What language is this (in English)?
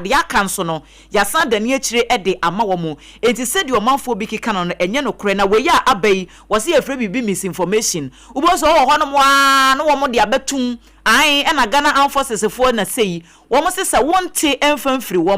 Akan